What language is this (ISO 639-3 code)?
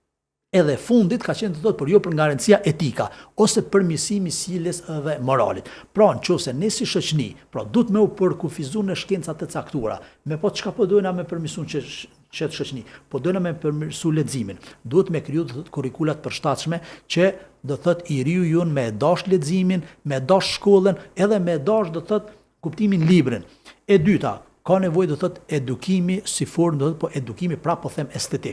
sqi